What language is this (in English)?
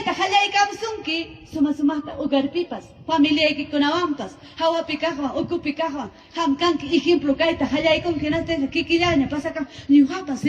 Ayacucho Quechua